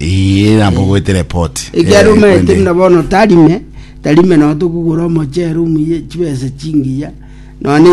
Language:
Gusii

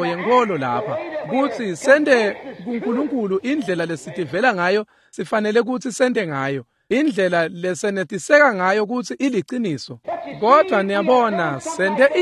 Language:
Swati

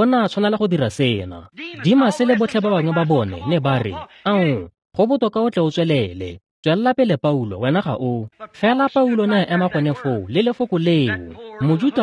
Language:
Tswana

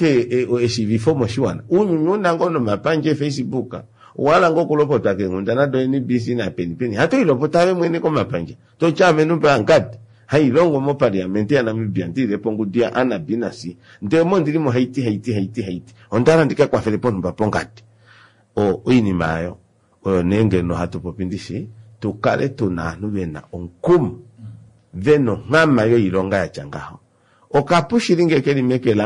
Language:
Kuanyama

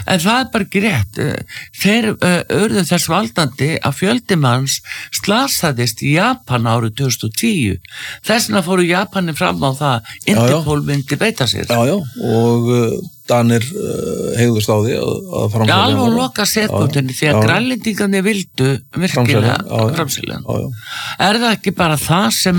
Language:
Icelandic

